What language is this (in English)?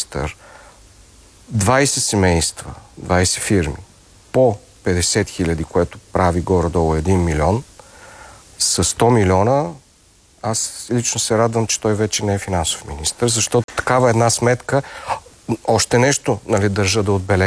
Bulgarian